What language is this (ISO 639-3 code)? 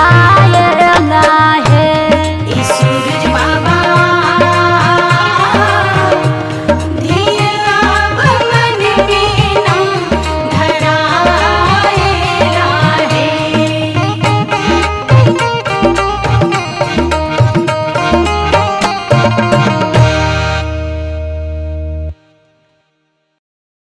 bho